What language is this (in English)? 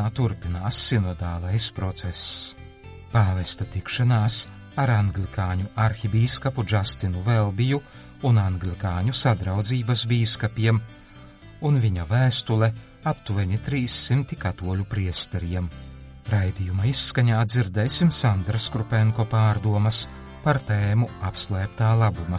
Latvian